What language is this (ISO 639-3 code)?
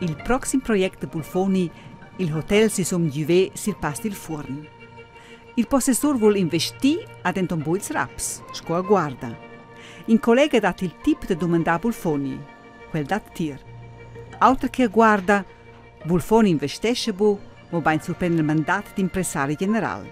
roh